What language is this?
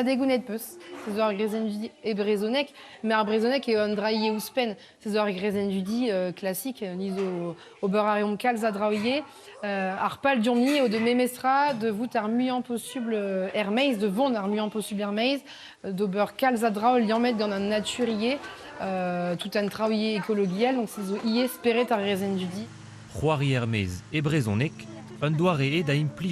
Breton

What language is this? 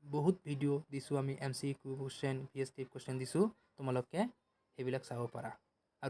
Assamese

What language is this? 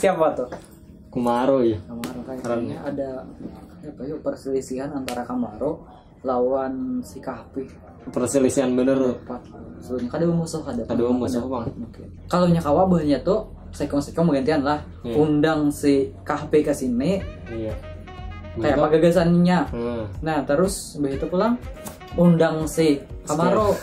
Banjar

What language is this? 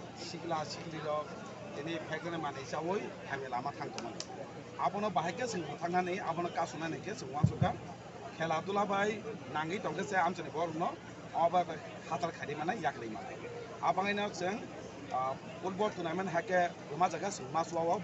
Kok Borok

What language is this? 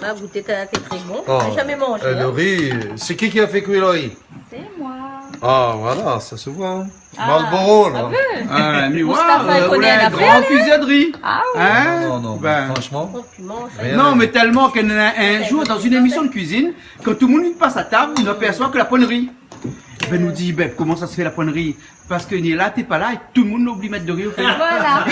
Réunion Creole French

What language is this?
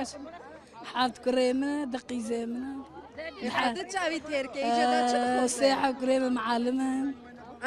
Kurdish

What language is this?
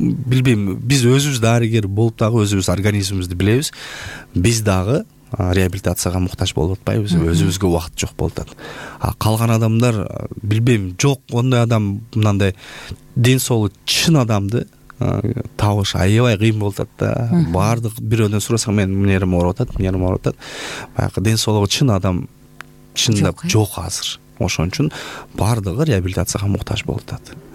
Kyrgyz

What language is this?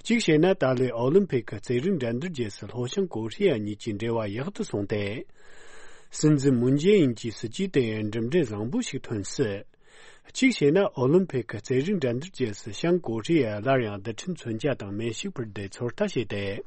Tibetan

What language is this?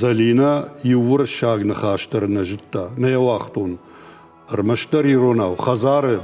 Ossetic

